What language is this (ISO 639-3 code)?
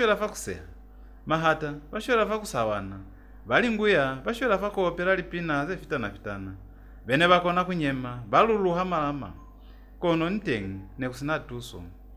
loz